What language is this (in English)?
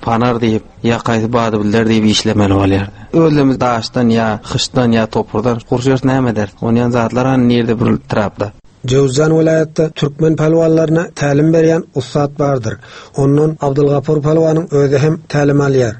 Turkmen